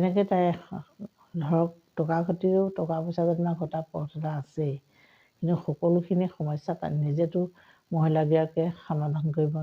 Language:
Assamese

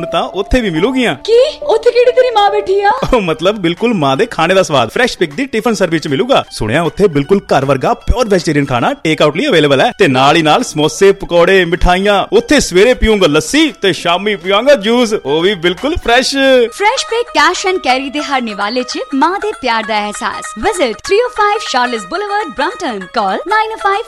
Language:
Punjabi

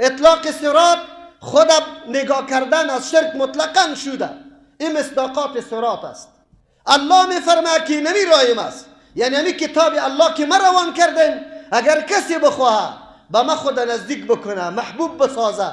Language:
Persian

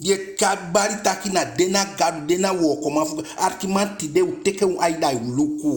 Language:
Eastern Maroon Creole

